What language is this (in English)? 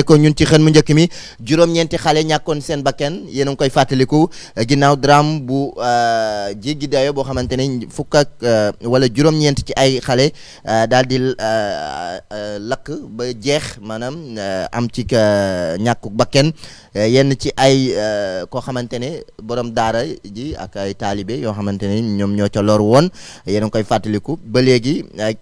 Wolof